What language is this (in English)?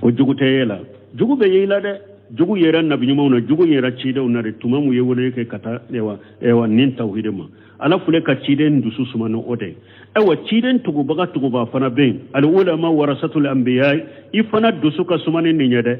Bambara